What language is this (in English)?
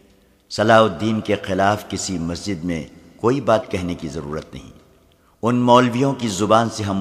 Urdu